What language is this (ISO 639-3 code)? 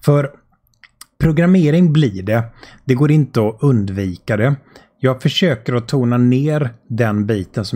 swe